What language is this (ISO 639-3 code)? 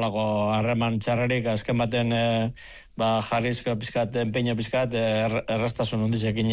eus